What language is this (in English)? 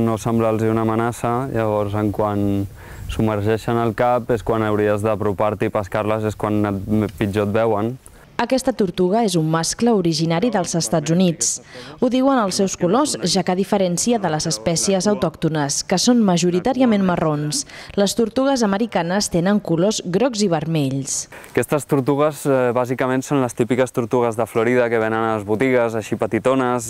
Catalan